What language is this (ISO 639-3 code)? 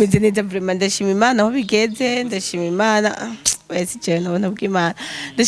run